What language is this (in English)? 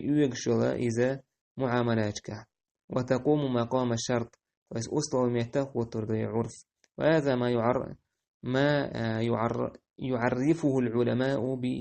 Chechen